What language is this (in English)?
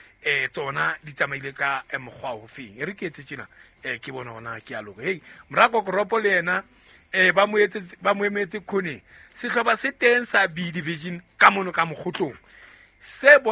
Southern Sotho